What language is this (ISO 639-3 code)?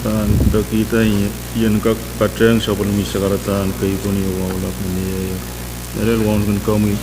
pon